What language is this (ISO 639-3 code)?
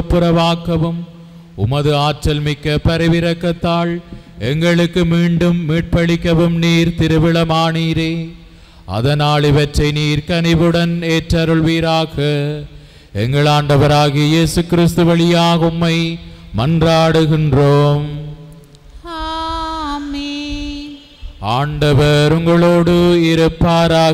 tam